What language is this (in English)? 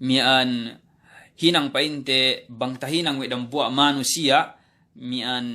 Yakan